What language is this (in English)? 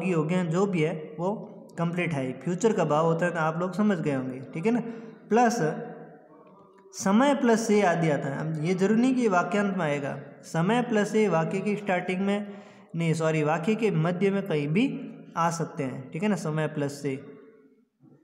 Hindi